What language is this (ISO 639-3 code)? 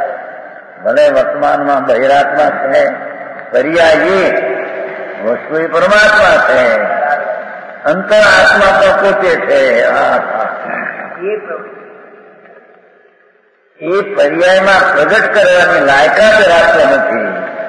guj